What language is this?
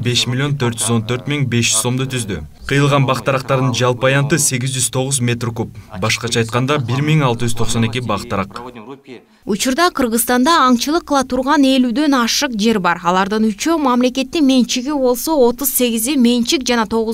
Kyrgyz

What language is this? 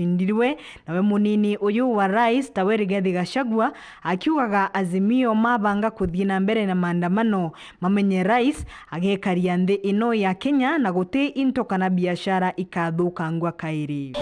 Meru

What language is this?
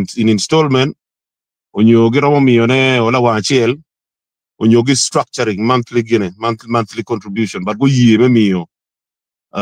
Acoli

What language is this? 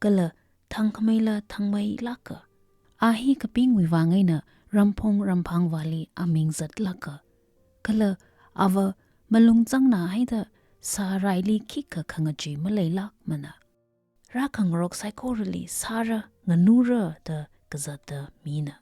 Tangkhul Naga (India)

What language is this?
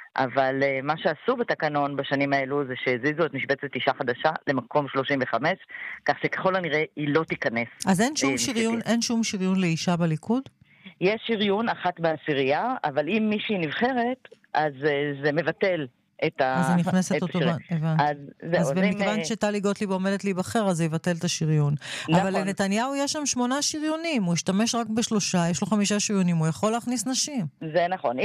Hebrew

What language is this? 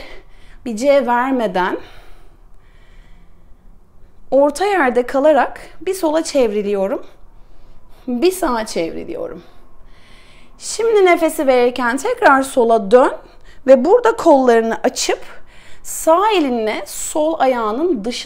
Turkish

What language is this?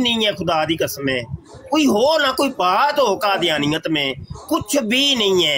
Urdu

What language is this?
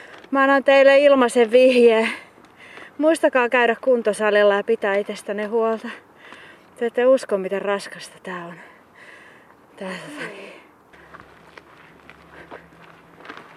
Finnish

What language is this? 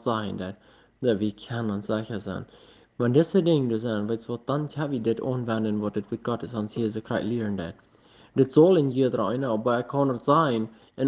Plautdietsch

